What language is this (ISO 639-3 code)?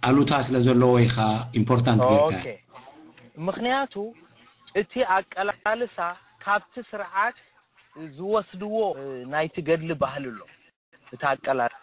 tir